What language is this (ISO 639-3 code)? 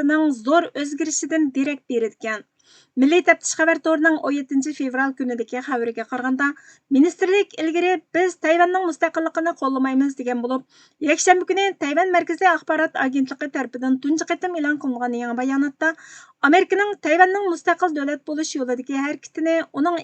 uig